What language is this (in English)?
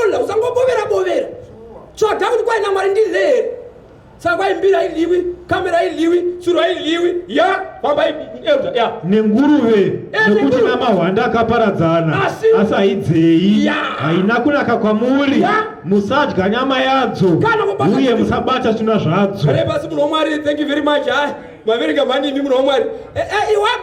Shona